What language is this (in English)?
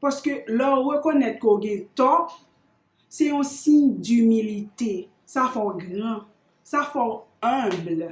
Haitian Creole